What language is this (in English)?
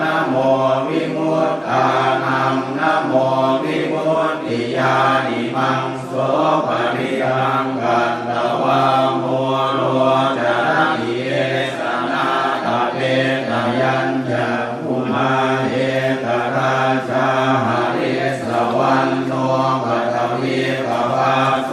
Pali